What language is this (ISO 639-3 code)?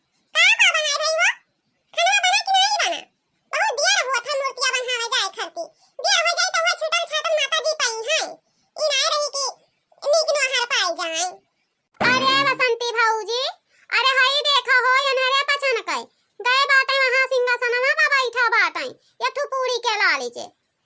awa